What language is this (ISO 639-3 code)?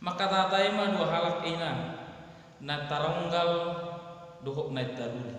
bbc